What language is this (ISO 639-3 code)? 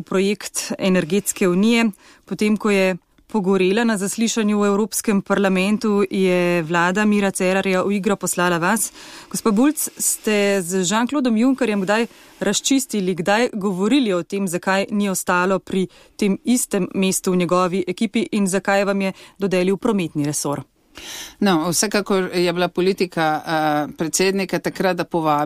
slv